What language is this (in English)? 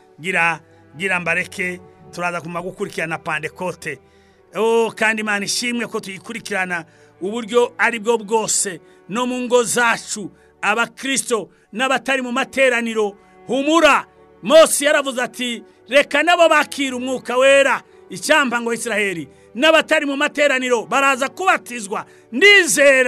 Kinyarwanda